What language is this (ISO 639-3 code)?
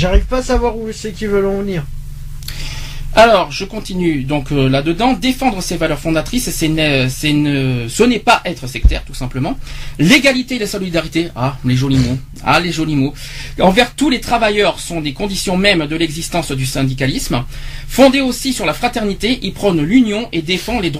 fra